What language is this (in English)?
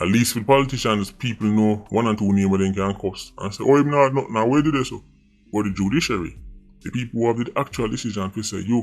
Jamaican Creole English